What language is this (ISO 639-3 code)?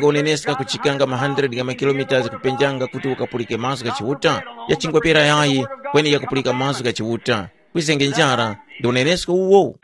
tum